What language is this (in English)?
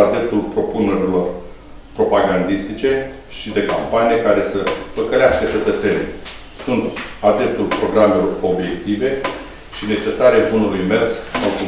Romanian